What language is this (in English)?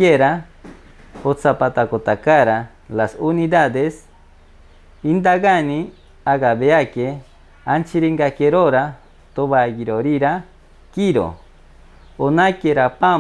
Machiguenga